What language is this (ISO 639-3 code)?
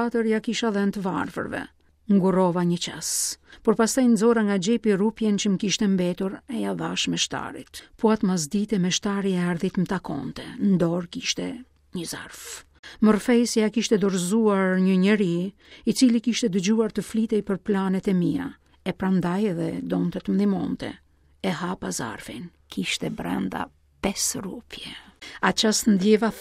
sqi